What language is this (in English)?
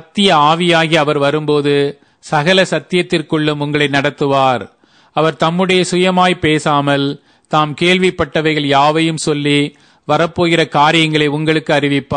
Tamil